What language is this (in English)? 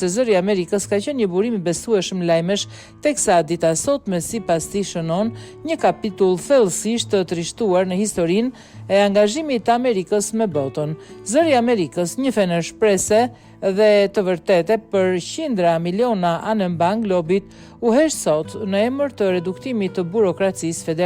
Albanian